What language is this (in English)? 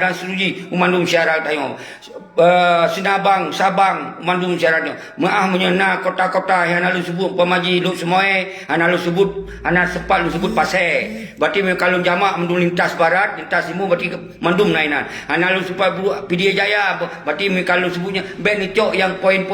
Achinese